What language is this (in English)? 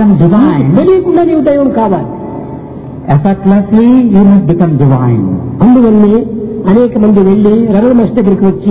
Telugu